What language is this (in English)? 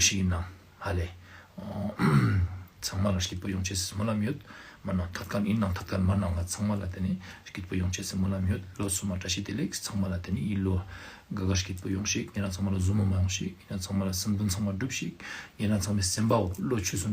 Ladakhi